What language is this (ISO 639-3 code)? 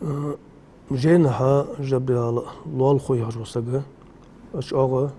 inh